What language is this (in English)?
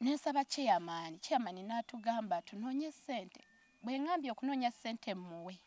Ganda